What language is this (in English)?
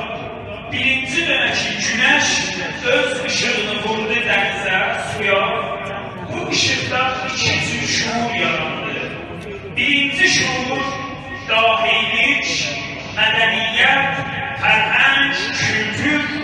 South Azerbaijani